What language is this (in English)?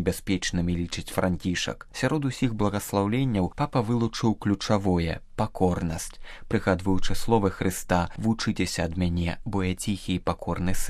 Belarusian